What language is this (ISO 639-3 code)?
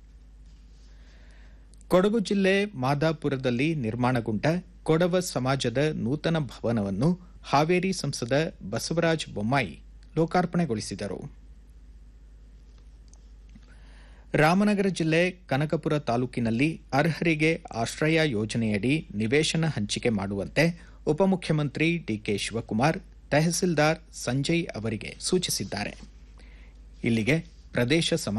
kan